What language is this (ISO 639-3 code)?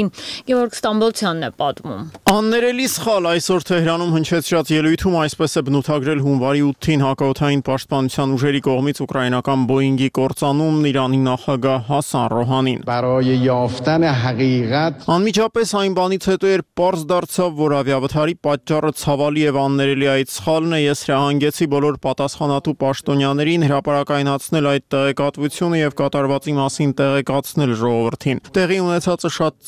hye